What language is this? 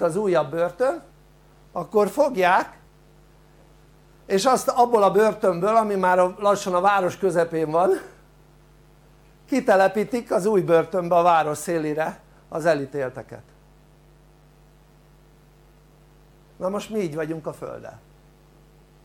Hungarian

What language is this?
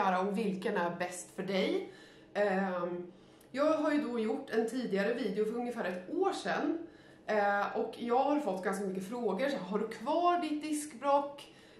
Swedish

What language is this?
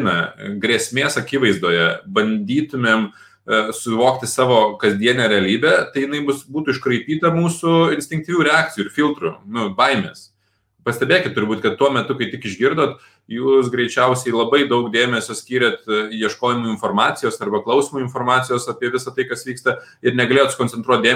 Lithuanian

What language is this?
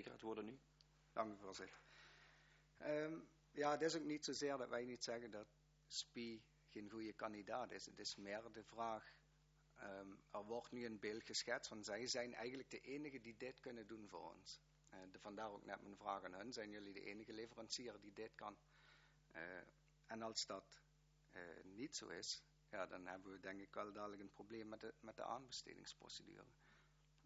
Dutch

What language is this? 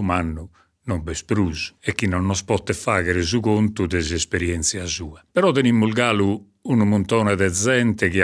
Sardinian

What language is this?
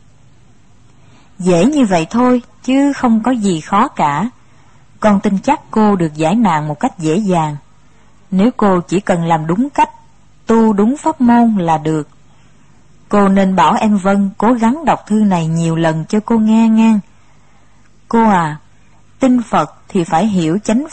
Vietnamese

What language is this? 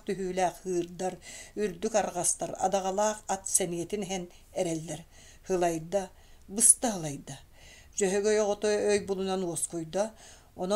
Yakut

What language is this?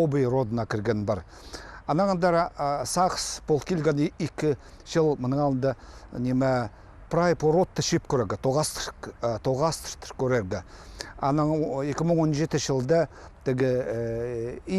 Khakas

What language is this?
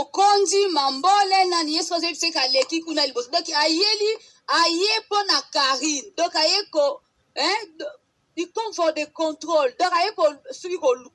Lingala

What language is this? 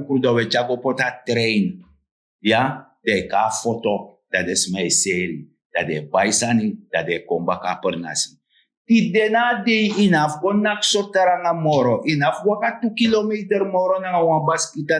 Sranan Tongo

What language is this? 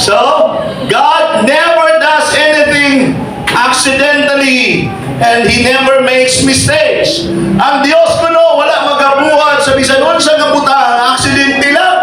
Cebuano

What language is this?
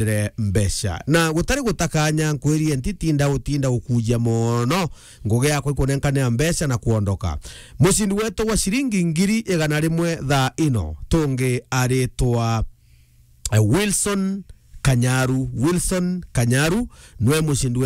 Meru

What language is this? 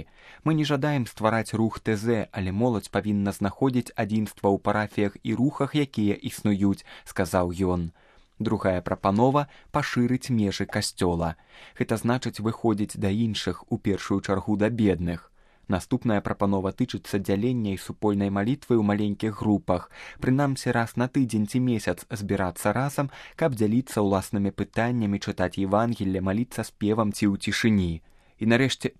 Belarusian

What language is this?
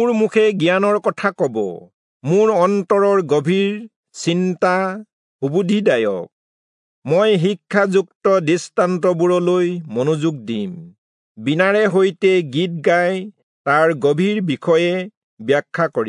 Assamese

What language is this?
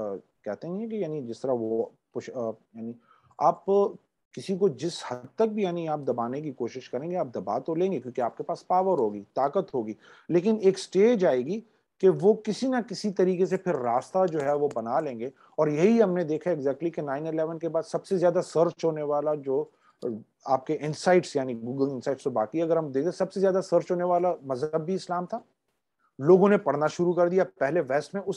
Urdu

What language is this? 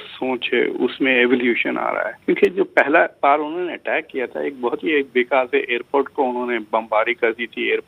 Hindi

